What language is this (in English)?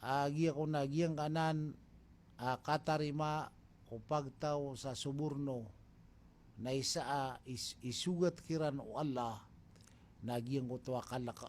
Maranao